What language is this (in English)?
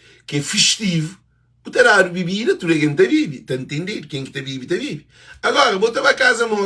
Kabuverdianu